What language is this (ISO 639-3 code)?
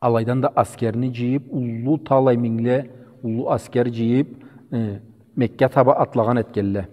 krc